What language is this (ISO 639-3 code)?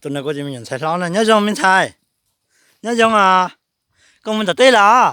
hmn